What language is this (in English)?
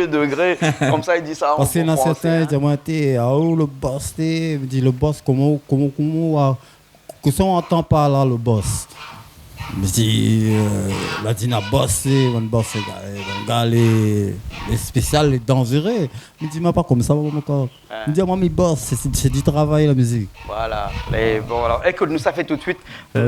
Réunion Creole French